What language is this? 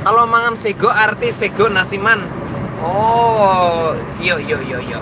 Banjar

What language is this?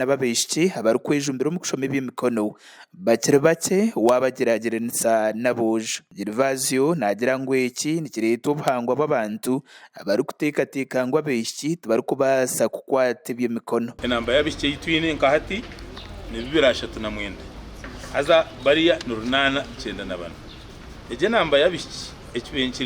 Nyankole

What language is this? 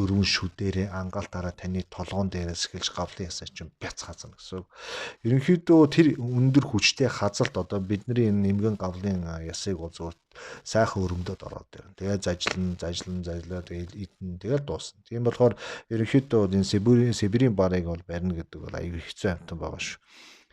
Mongolian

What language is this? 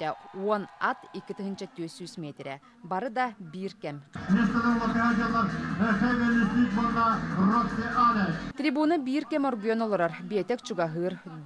Yakut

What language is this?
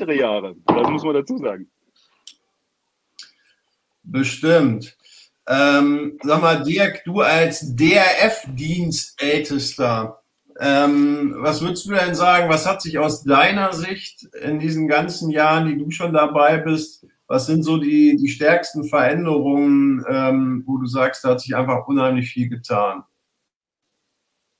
German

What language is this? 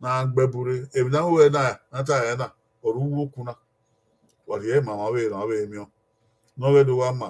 Bini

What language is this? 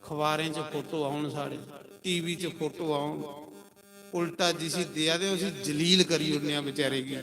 Dogri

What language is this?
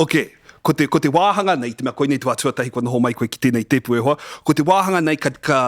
Māori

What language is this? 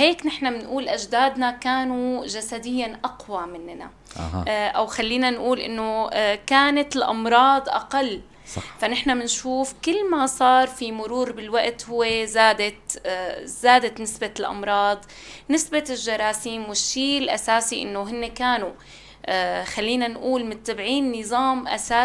North Levantine Arabic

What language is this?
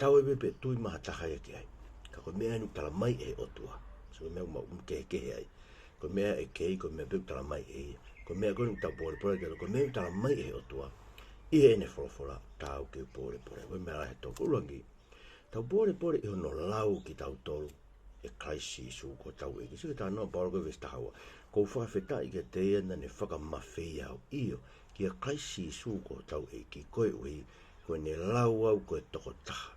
Tongan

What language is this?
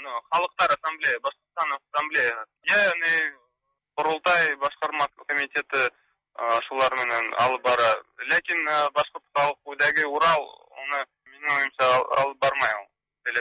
Tatar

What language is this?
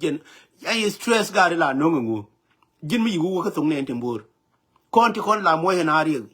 Nuer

